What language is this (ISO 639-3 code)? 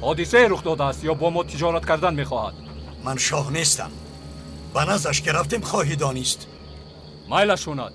tgk